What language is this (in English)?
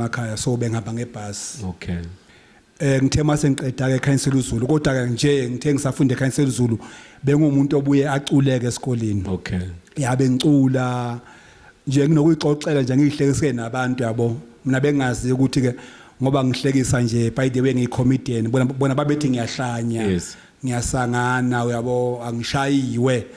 Zulu